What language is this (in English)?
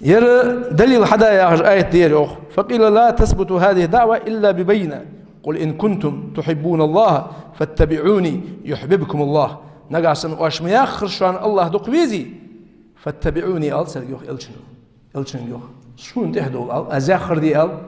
Ingush